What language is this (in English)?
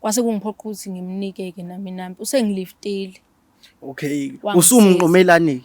Zulu